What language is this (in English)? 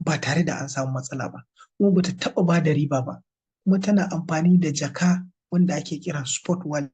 Hausa